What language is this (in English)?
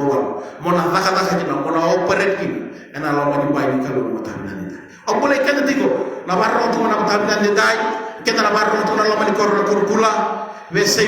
Fijian